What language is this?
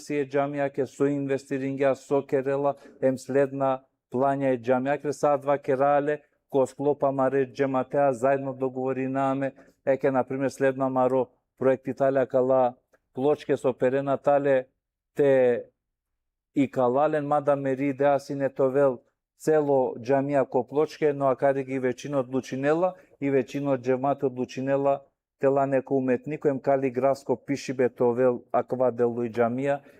Balkan Romani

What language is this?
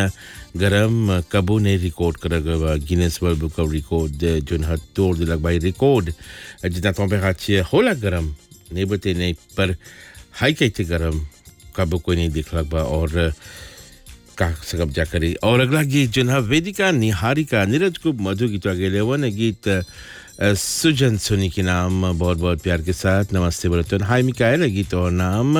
Bhojpuri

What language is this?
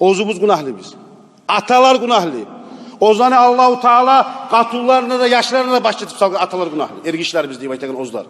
Kumyk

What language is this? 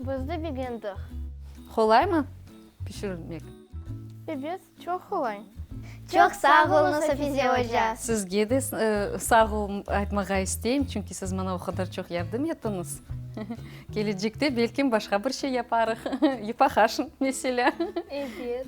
Crimean Tatar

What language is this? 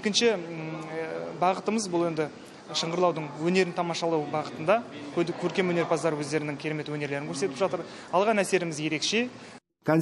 Kazakh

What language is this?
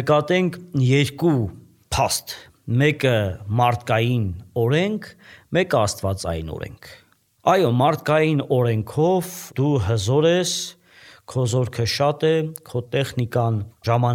Armenian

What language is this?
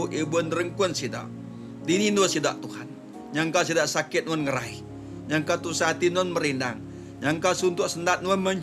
Iban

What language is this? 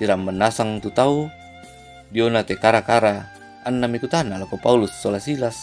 Toraja-Sa'dan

